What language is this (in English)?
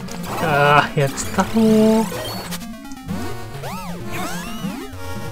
Japanese